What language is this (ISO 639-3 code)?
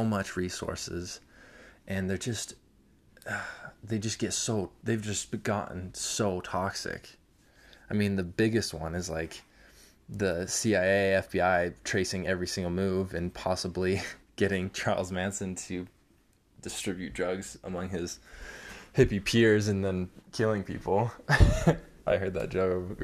eng